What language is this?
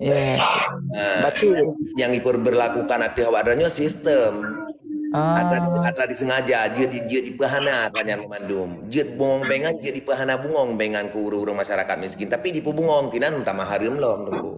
Achinese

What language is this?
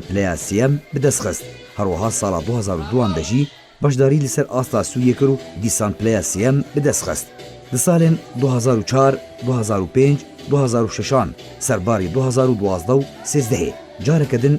Kurdish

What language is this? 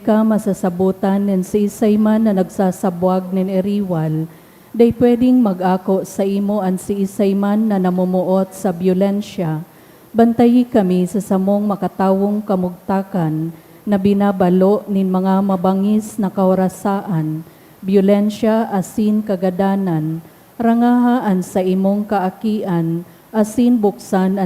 Bikol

